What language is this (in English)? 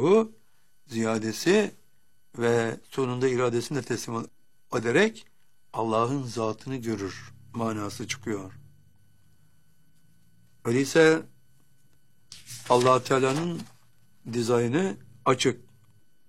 Turkish